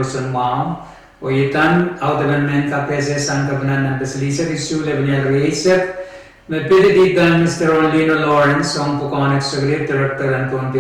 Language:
Pohnpeian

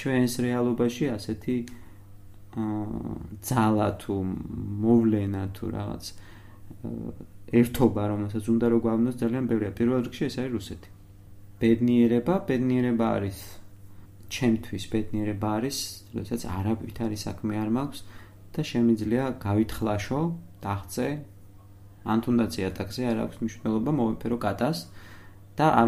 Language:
Georgian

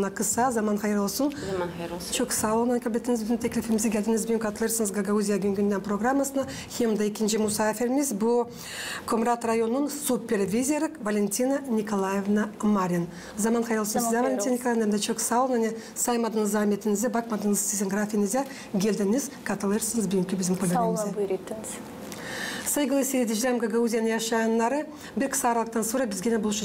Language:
Gagauz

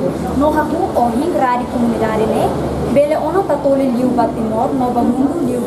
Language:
Tetum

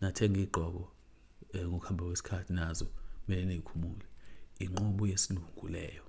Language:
Zulu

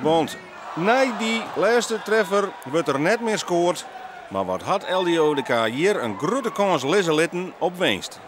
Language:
Western Frisian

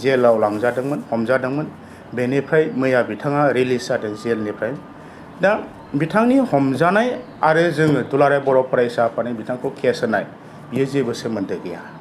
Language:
Bodo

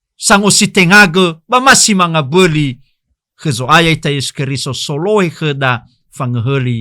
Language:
Nias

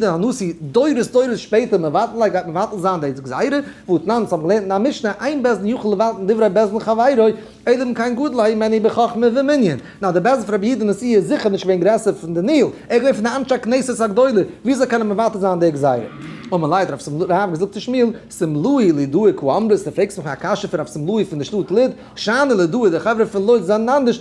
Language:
Yiddish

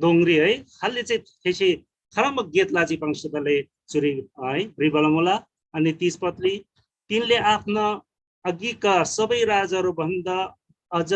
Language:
Eastern Tamang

